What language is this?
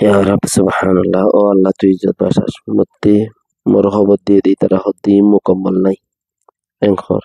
Rohingya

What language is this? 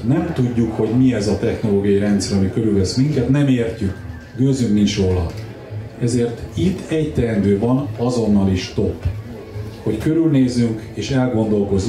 Hungarian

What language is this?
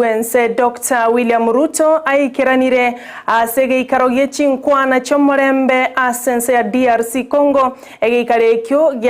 Gusii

